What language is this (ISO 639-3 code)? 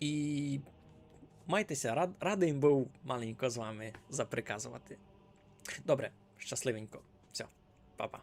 rue